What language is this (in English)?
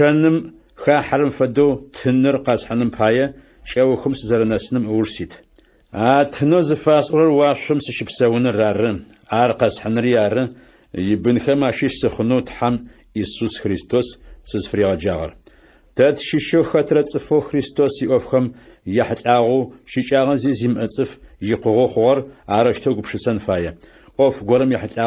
Adyghe